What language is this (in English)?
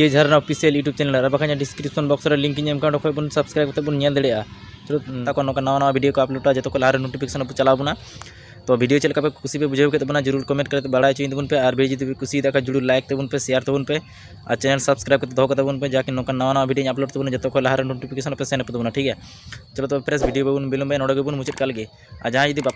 Santali